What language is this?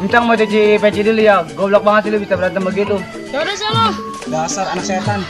Betawi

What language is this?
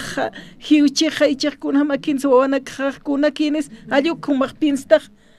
Aymara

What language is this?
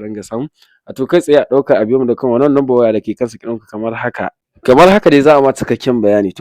Hausa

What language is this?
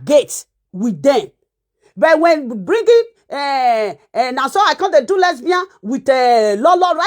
Nigerian Pidgin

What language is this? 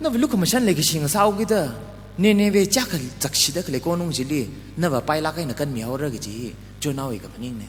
Tangkhul Naga (India)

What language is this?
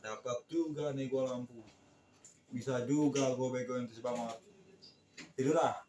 Betawi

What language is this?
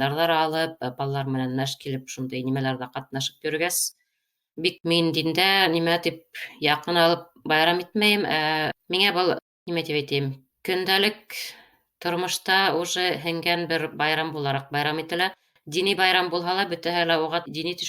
Bashkir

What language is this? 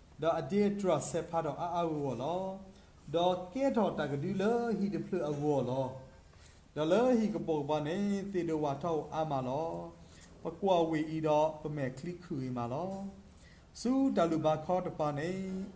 S'gaw Karen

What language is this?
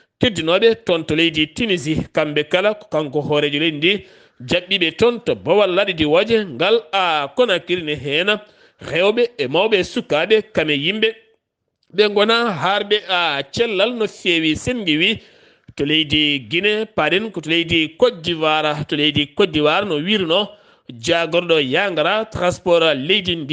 Fula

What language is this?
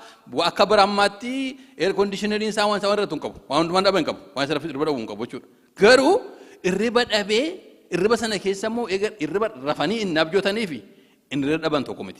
Oromo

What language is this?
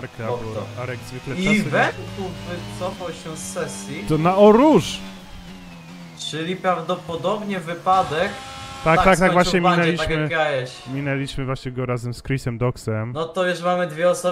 Polish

